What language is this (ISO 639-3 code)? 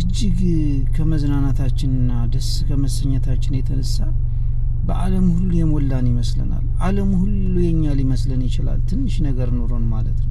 amh